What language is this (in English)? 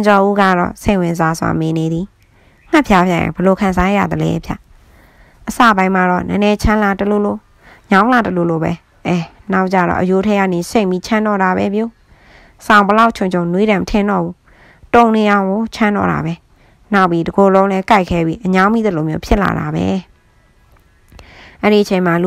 Burmese